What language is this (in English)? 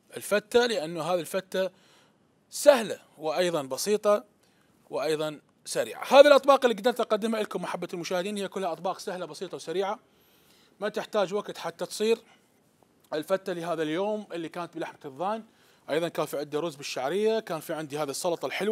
Mesopotamian Arabic